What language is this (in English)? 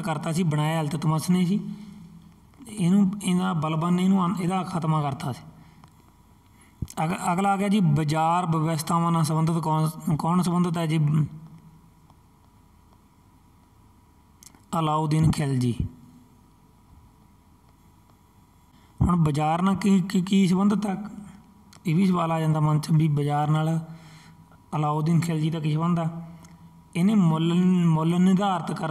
Punjabi